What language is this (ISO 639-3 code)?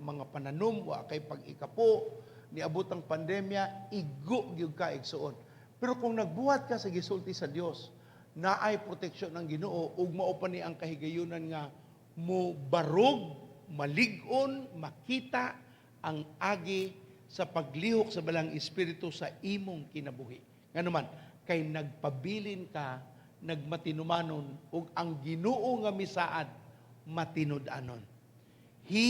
ceb